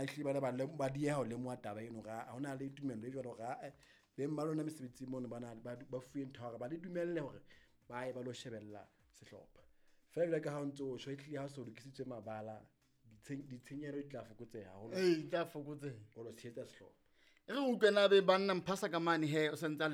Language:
Southern Sotho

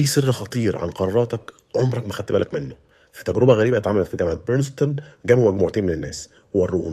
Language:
Egyptian Arabic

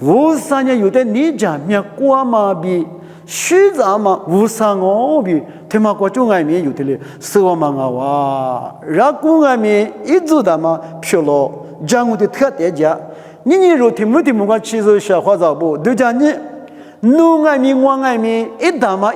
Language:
Lisu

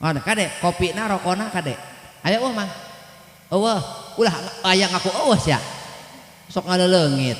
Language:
Sundanese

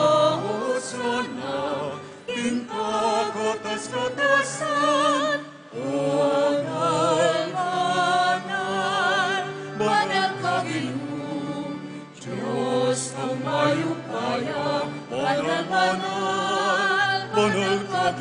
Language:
Pampanga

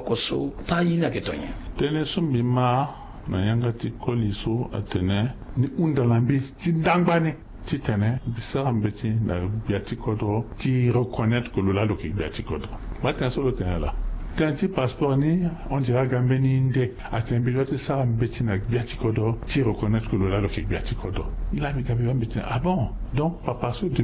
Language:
Sango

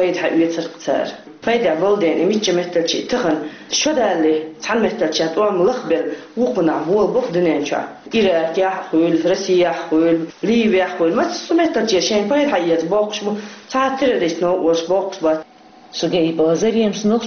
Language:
Chechen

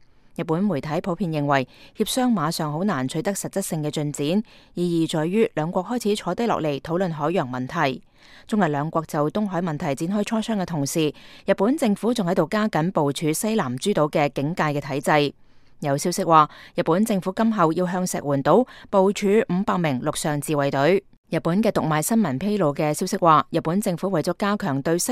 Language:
Cantonese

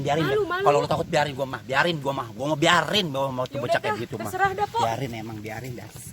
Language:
Betawi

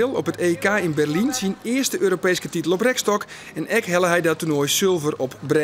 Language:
Western Frisian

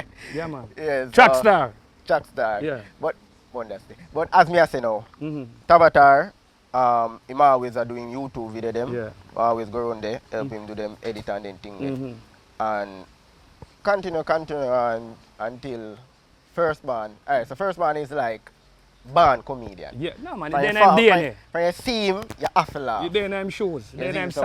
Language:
Jamaican Creole English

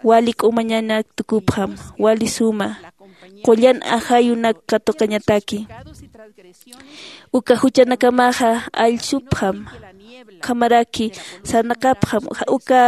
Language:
Aymara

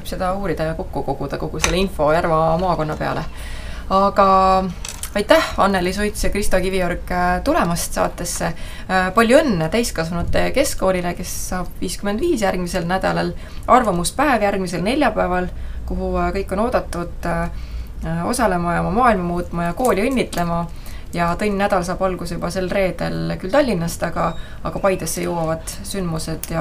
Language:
Estonian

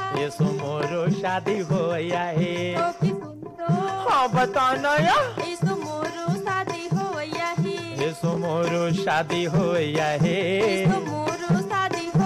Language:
Chhattisgarhi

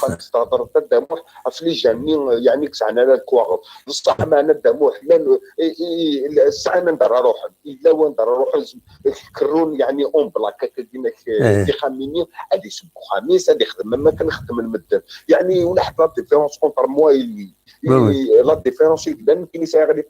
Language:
Kabyle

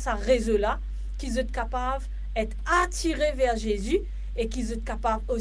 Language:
Morisyen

